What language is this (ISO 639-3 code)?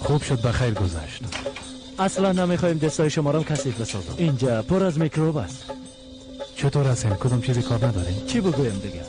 fas